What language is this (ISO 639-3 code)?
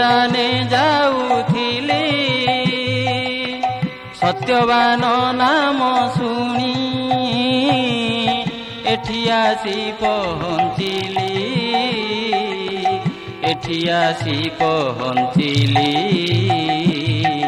ori